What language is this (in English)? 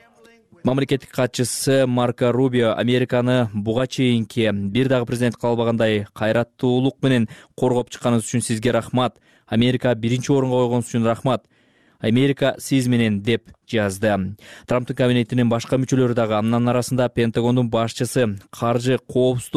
Kyrgyz